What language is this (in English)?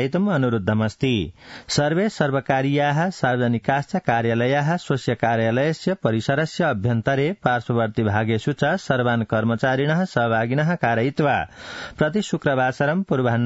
Sanskrit